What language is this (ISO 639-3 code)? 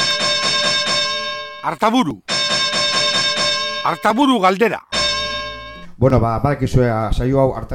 eus